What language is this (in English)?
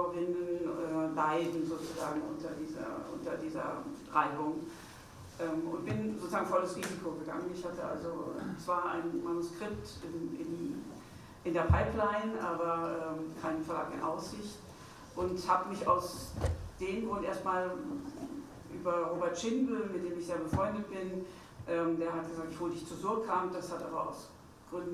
German